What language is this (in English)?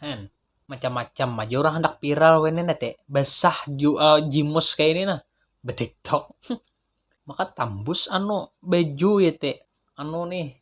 Banjar